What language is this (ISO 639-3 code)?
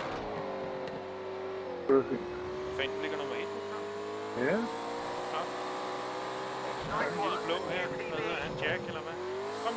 dan